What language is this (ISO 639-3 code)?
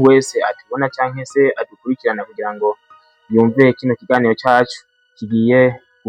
run